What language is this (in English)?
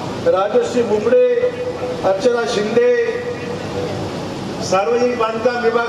Marathi